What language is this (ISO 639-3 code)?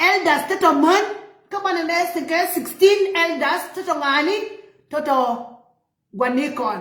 nus